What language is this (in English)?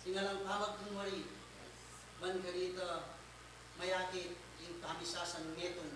Pampanga